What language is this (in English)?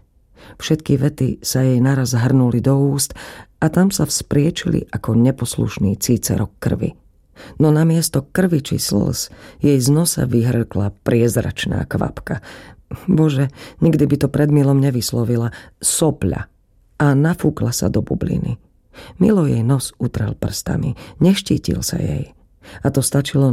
Slovak